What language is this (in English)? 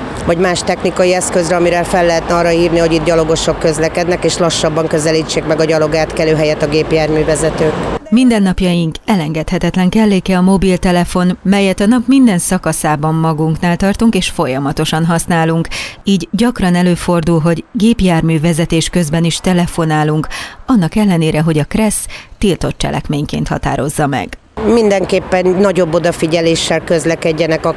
Hungarian